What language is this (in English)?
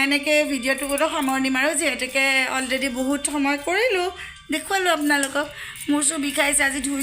Assamese